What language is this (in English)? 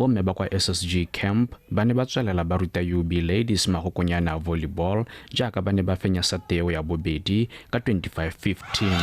Tswana